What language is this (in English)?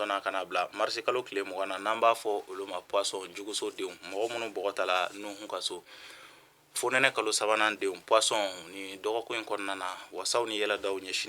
Bambara